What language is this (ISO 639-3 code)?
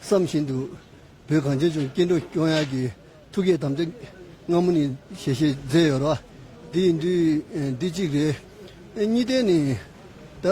bod